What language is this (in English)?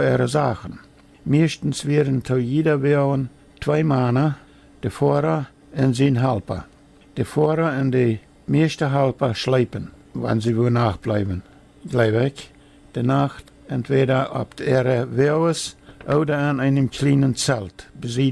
Plautdietsch